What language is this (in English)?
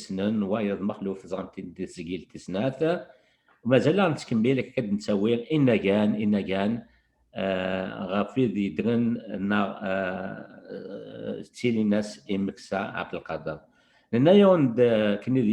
Kabyle